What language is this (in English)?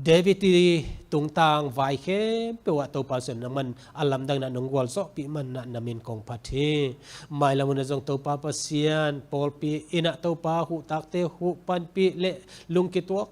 Tedim Chin